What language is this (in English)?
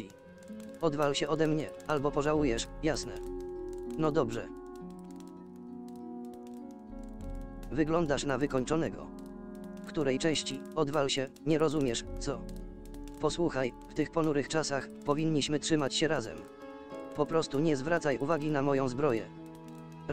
Polish